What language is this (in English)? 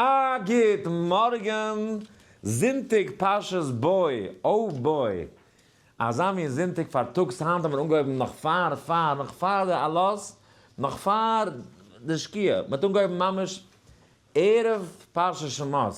Yiddish